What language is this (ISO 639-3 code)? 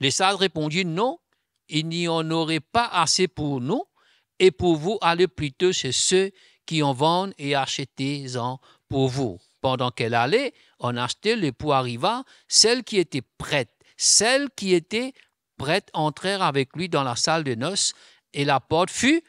mfe